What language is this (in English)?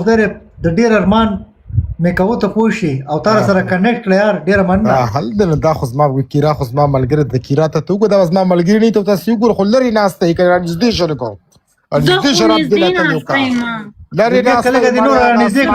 Pashto